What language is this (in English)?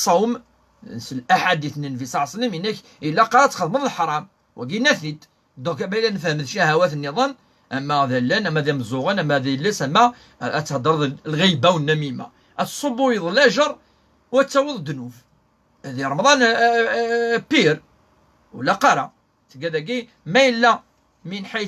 Kabyle